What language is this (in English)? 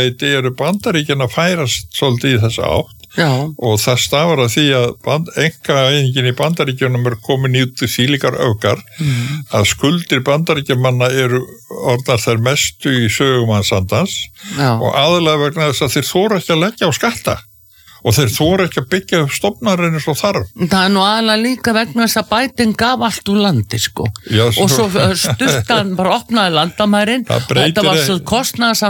Icelandic